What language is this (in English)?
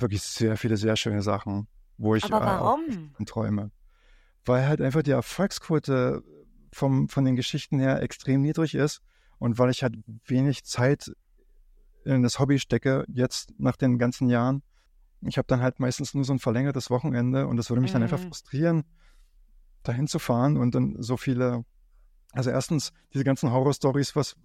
German